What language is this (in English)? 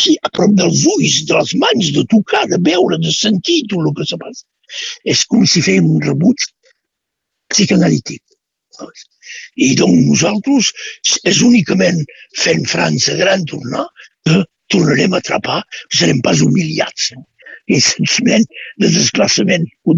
Catalan